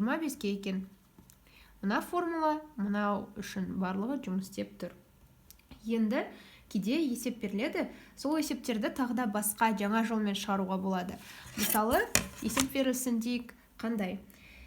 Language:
Kazakh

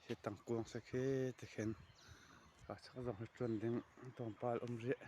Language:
Hakha Chin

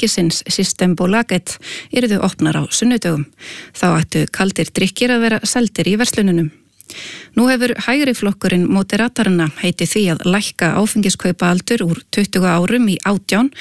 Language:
Icelandic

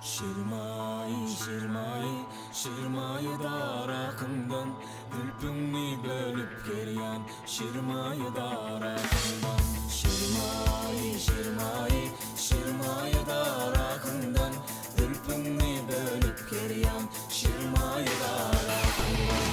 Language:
Turkmen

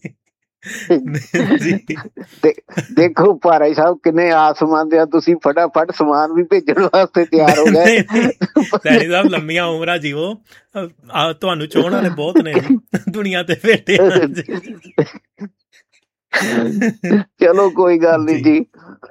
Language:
Punjabi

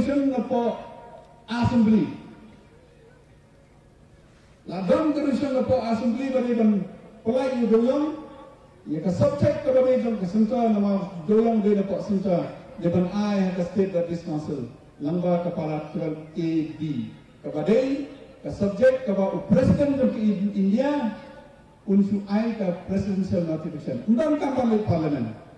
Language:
Khasi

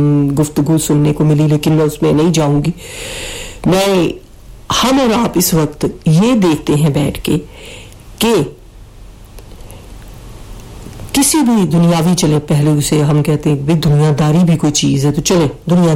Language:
Urdu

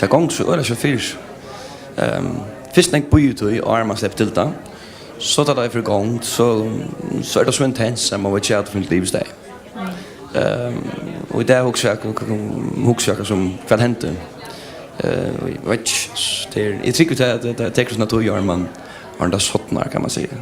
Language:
Faroese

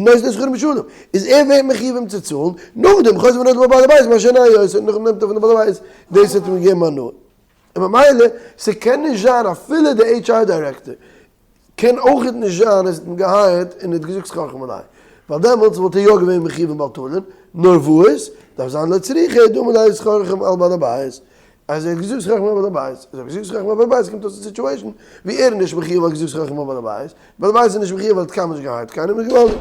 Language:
Yiddish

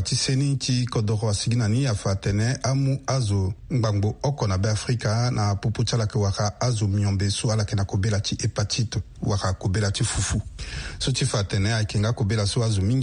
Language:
Sango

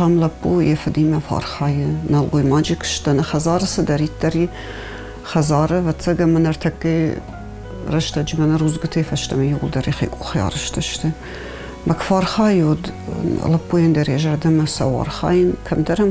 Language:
Ossetic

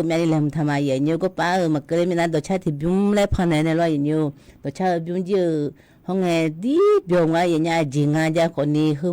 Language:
Akha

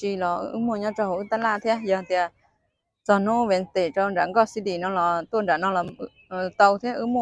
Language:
Hmong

